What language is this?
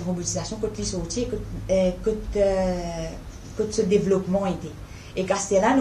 Morisyen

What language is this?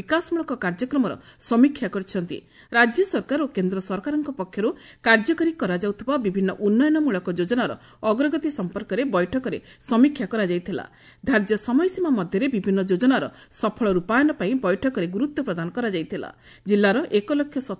Odia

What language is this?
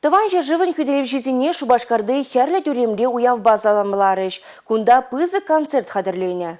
Chuvash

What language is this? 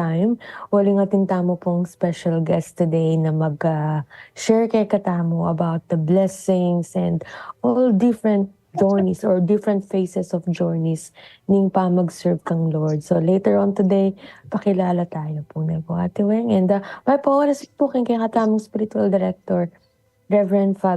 Pampanga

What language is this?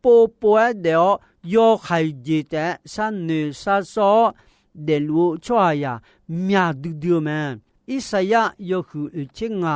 Akha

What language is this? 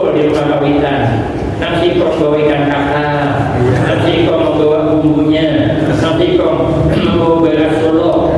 Banjar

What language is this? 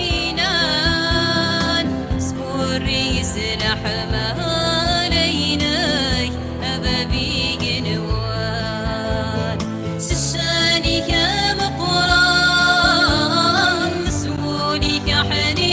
Kabyle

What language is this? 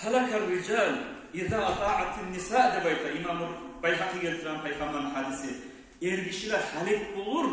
Kumyk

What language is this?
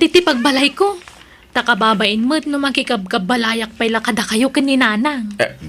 Iloko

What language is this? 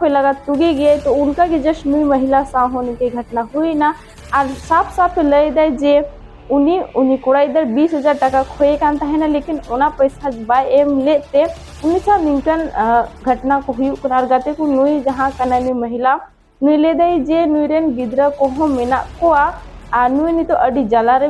Santali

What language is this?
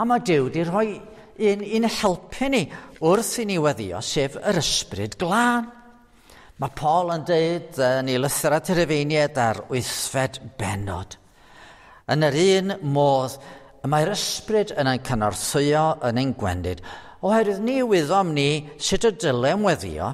Welsh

